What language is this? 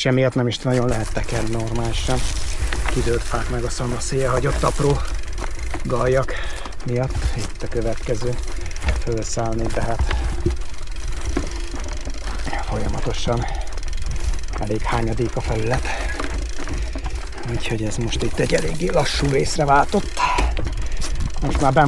Hungarian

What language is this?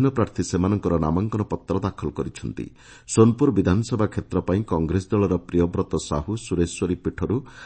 Odia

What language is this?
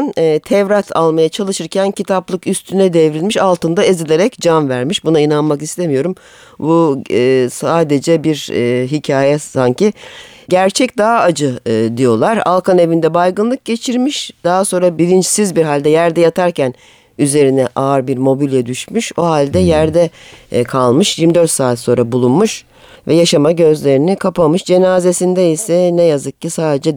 Turkish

